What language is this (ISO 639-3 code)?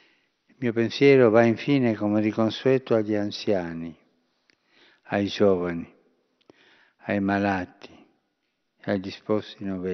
ita